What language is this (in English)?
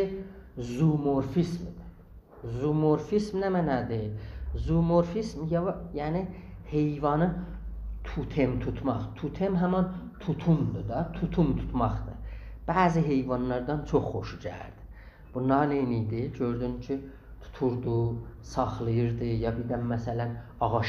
South Azerbaijani